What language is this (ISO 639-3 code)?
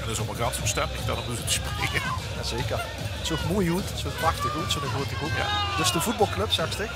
lim